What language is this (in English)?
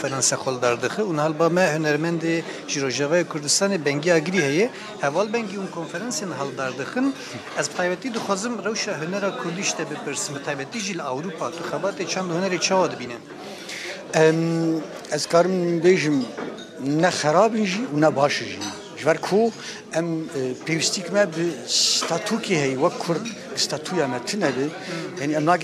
Kurdish